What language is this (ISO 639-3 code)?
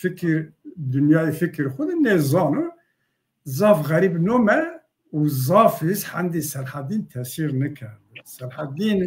zza